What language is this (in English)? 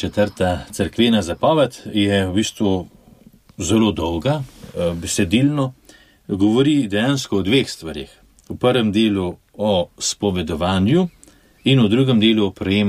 Slovenian